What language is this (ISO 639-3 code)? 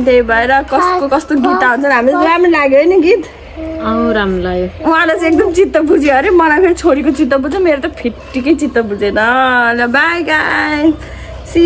nep